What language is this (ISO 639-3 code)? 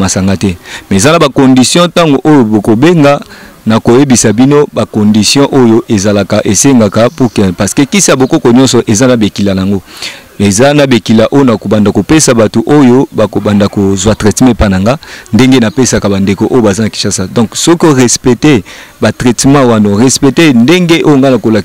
lin